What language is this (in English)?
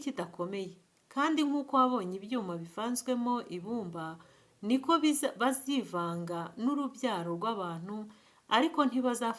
Kinyarwanda